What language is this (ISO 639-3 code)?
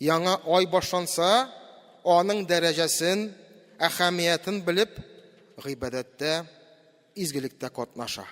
tat